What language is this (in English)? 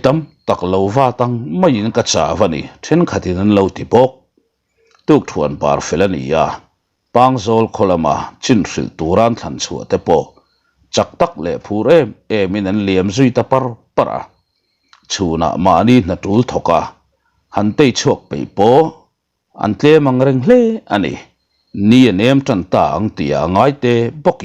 Mizo